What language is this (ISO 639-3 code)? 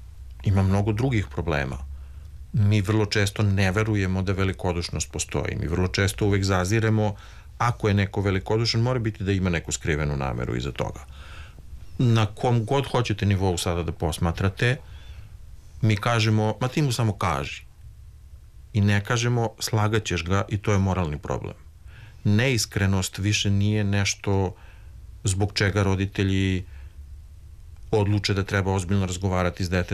srp